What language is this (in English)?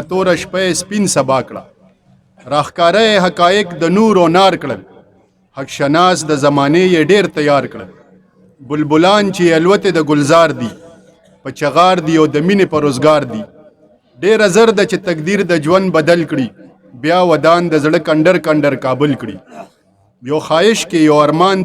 Pashto